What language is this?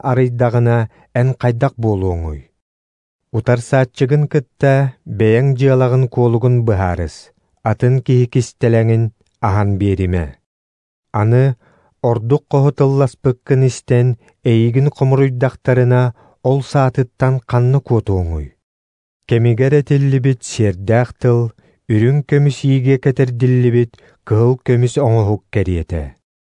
Yakut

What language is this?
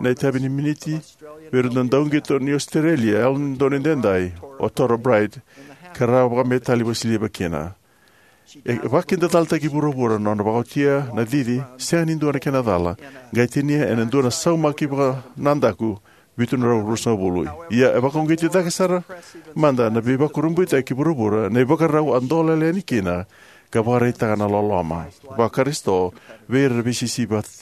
Fijian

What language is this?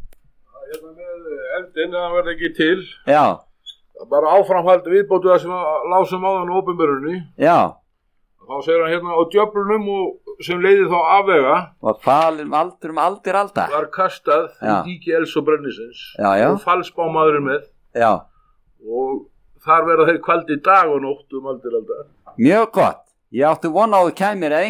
Icelandic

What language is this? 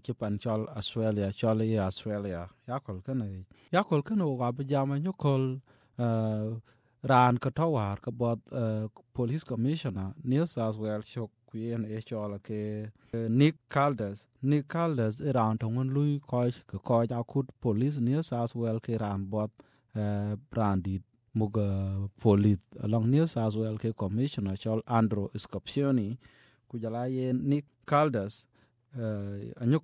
Vietnamese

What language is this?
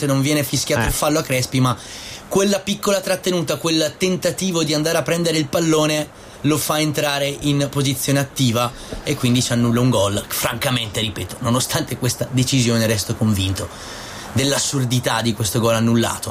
Italian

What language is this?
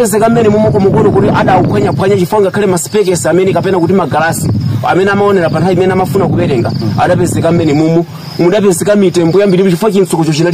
Nyanja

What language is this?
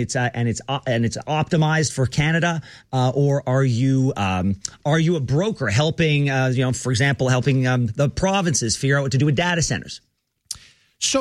English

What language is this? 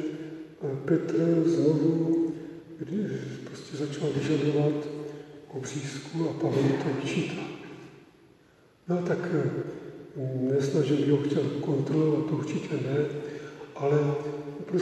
Czech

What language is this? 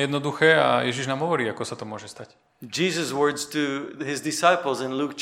Slovak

